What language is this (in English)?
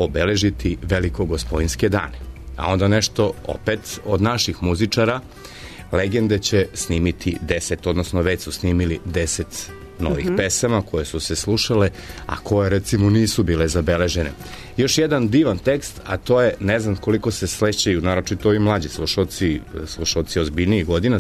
Serbian